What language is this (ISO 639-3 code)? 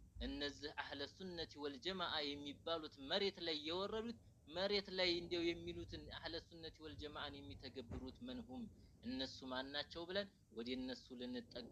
amh